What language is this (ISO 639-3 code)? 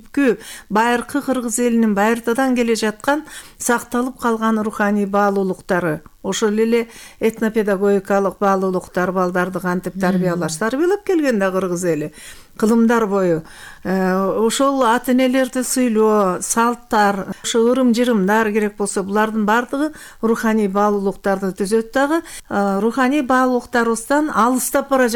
kir